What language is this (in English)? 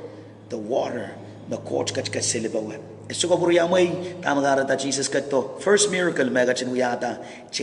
Pohnpeian